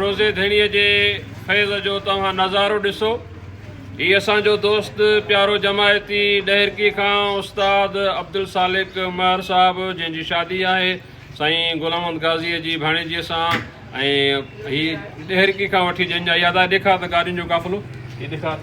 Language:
Sindhi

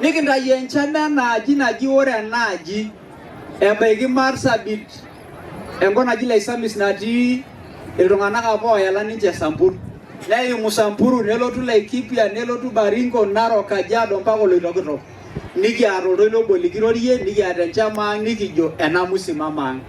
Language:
Masai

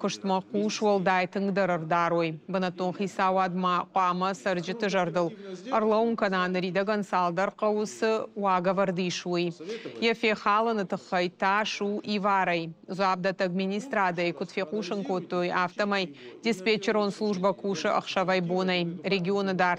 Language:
Ossetic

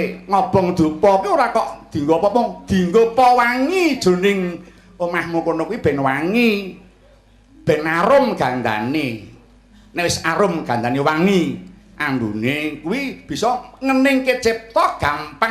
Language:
Javanese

